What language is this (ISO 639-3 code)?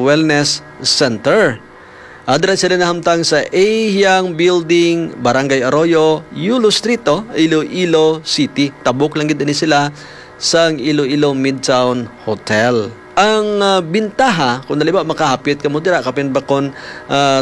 hil